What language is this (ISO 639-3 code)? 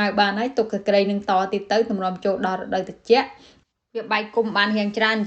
khm